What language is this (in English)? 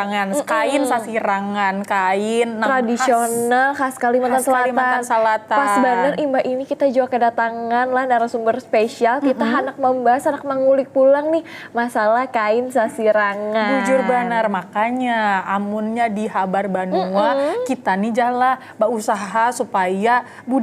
Banjar